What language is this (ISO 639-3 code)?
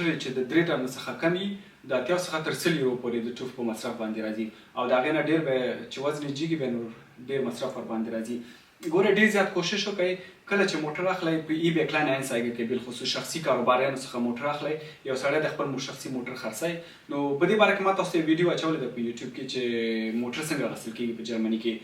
pus